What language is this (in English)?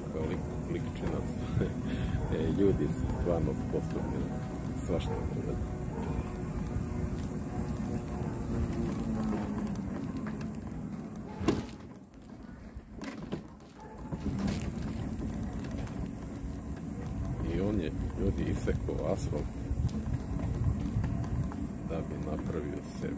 Serbian